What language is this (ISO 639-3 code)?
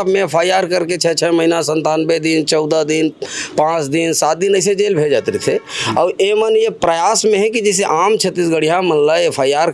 hne